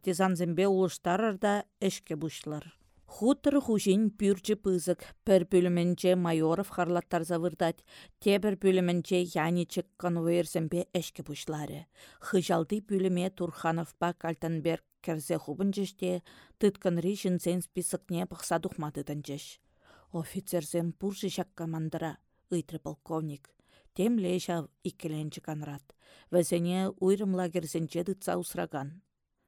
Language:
Chuvash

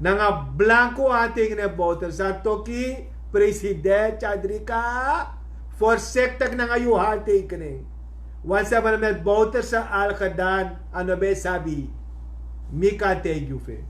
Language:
Sranan Tongo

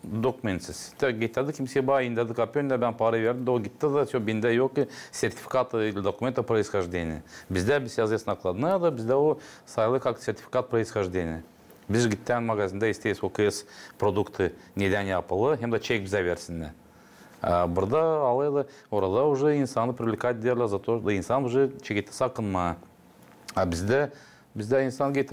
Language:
Gagauz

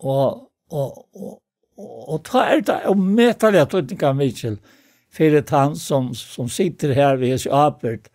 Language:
Faroese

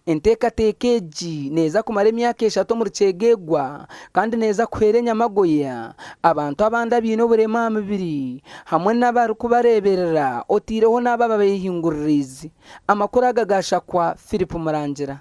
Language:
Nyankole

